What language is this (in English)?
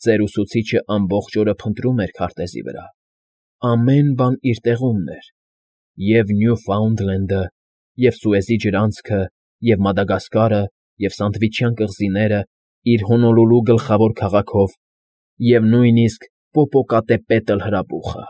Armenian